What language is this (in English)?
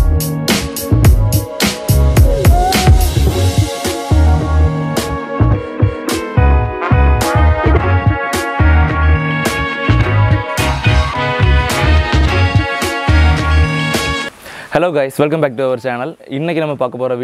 Tamil